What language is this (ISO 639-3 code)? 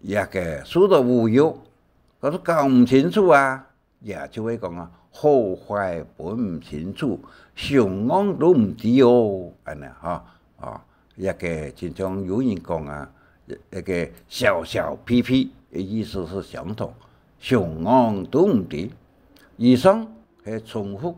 hak